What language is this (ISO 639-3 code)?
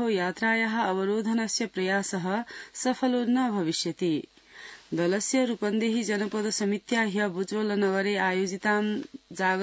san